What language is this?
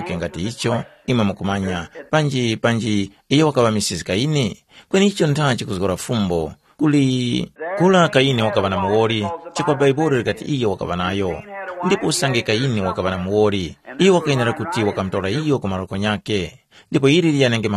Tumbuka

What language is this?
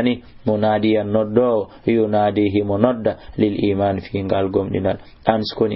Fula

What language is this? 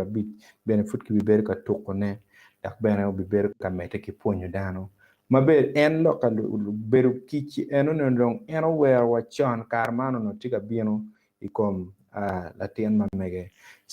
Acoli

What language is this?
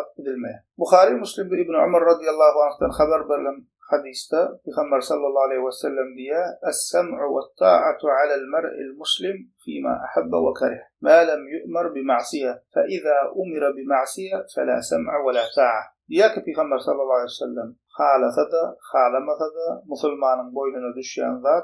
Turkmen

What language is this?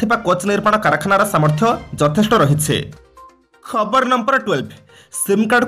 Odia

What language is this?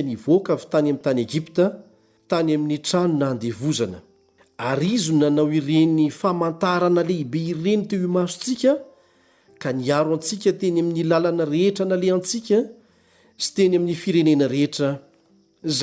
Malagasy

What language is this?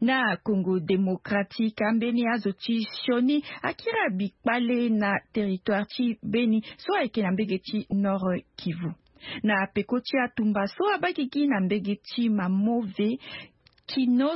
Sango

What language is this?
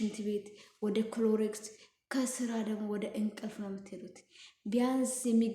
Amharic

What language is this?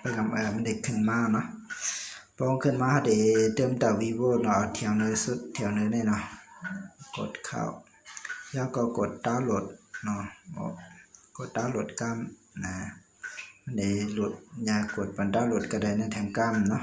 Shan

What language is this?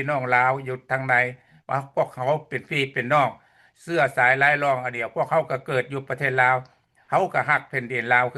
Lao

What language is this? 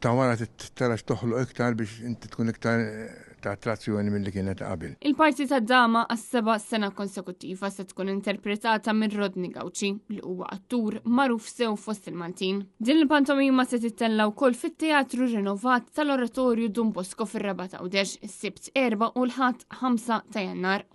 Maltese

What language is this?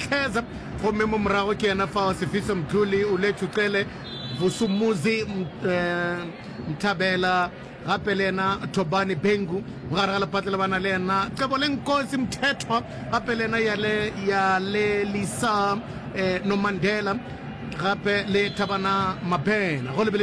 Northern Sotho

